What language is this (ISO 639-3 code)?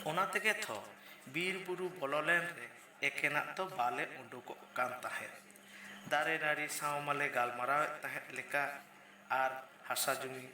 sat